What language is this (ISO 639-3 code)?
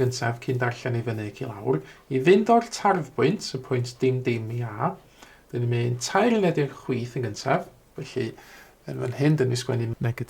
cym